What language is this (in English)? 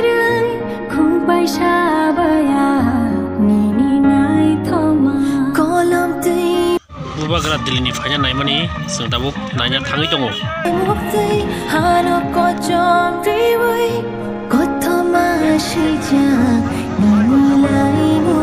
Kok Borok